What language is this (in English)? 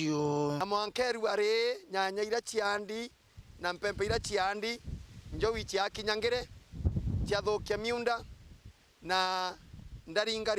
Meru